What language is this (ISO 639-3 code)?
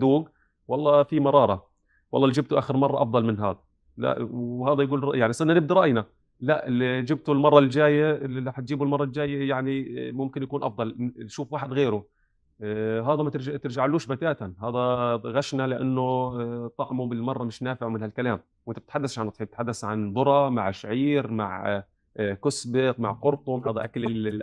apc